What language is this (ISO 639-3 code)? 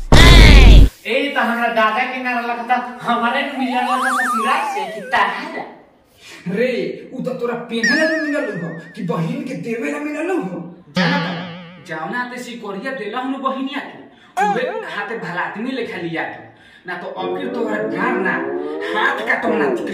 bho